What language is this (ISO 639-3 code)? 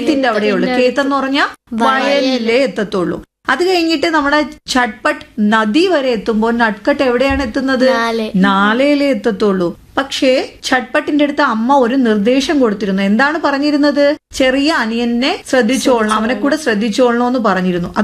mal